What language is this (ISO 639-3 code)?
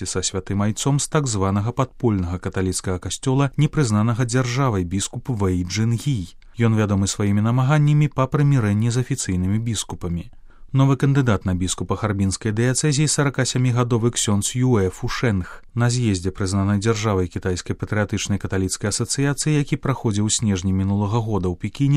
bel